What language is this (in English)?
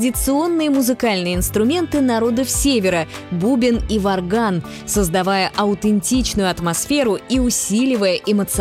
Russian